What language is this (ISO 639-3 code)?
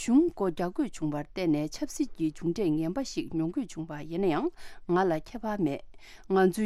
bod